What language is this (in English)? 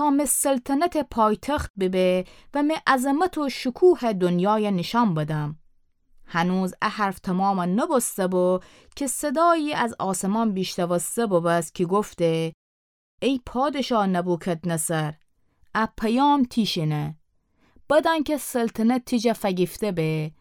Gilaki